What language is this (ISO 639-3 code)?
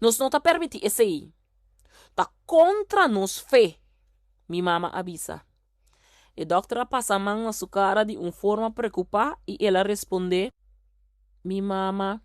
pap